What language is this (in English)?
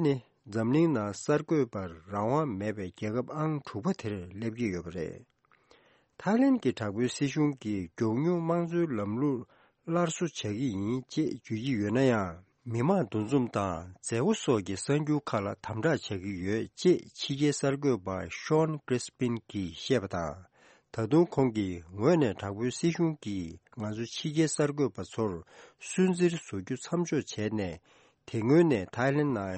Tibetan